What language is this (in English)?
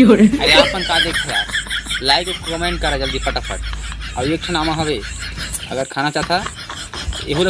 Chhattisgarhi